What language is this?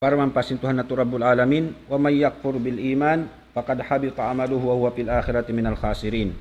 Tausug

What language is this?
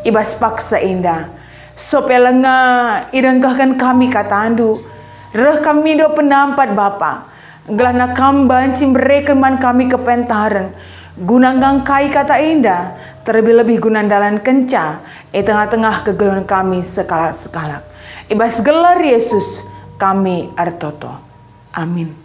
Batak Karo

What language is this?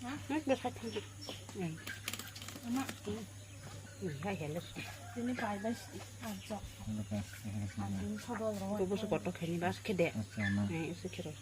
Kok Borok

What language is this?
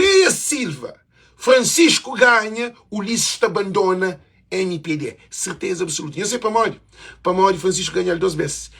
Kabuverdianu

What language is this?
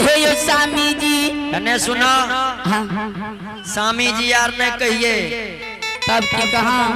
Angika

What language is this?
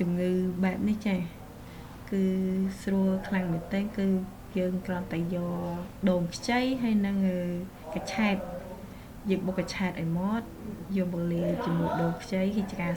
Khmer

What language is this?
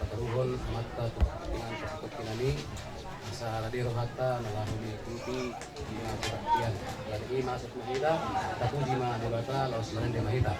Batak Toba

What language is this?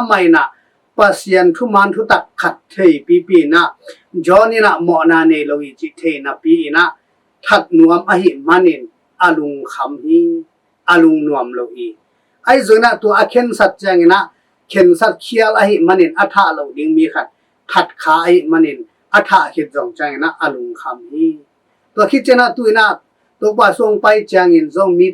Tedim Chin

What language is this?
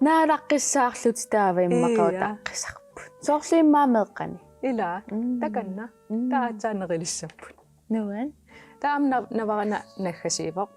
Kalaallisut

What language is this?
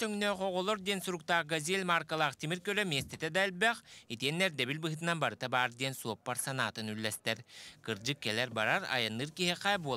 Yakut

